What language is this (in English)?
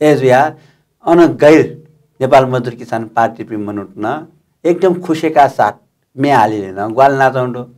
Newari